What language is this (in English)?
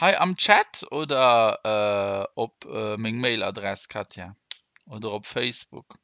Luxembourgish